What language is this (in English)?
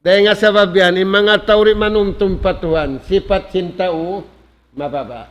Tausug